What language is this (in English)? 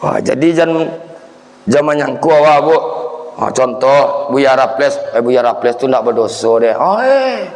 Minangkabau